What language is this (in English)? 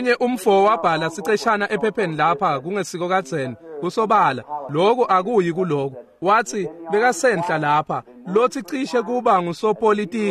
Swati